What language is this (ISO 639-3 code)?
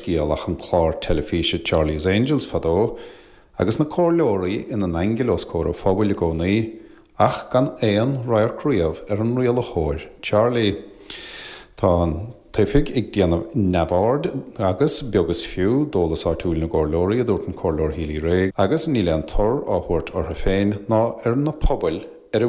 gle